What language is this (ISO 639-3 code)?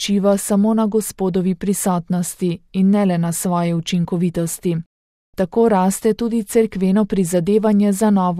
slv